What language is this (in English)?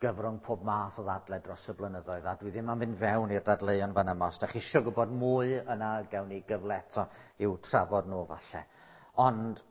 Welsh